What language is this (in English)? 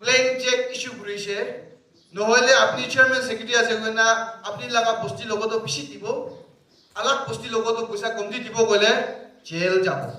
Naga Pidgin